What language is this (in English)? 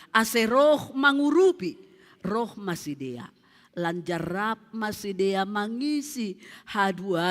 Batak Simalungun